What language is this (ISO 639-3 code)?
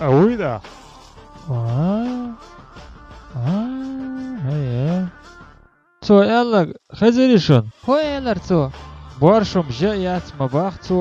che